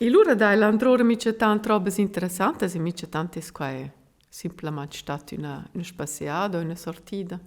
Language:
Romansh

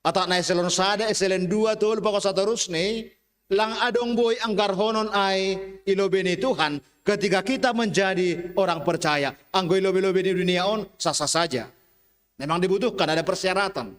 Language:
Batak Simalungun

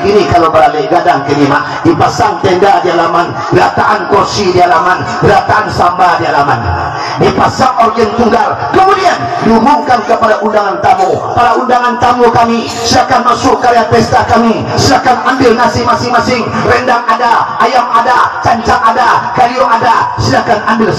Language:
Minangkabau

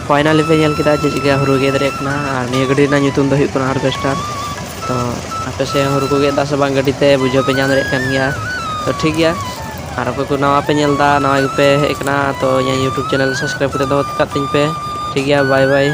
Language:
Santali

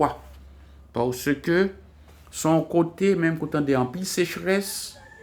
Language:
Haitian Creole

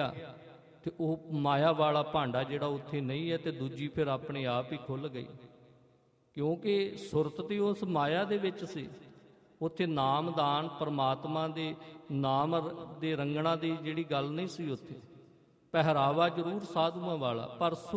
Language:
Punjabi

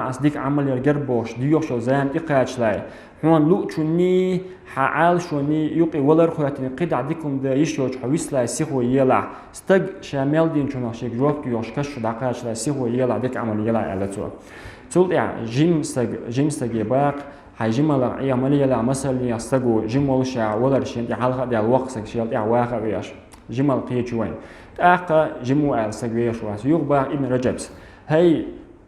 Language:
Chechen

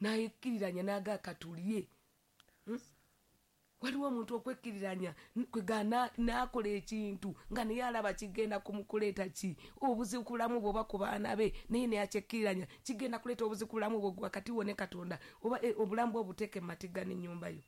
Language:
Ganda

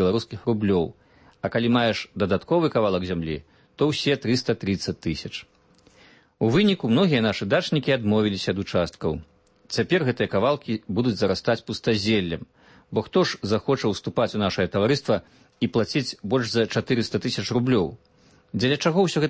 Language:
Belarusian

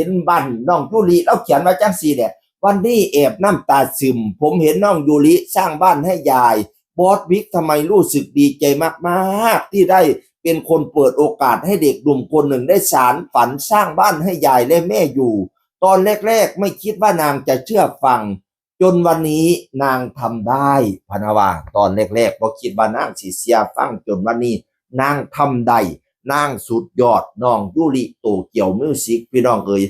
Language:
Northeastern Thai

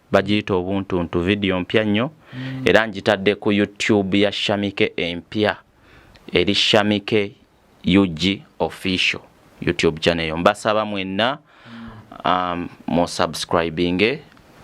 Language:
Ganda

